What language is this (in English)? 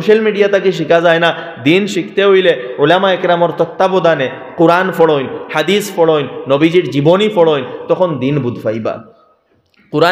Sylheti